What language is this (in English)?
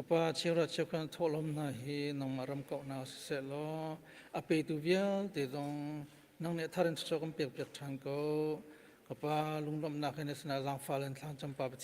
Hakha Chin